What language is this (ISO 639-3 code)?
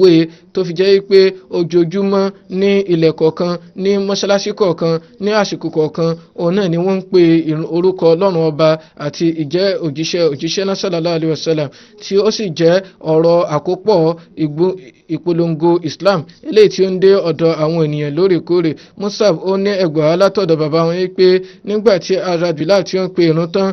yor